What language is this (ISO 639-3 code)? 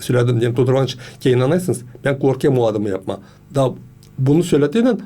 gag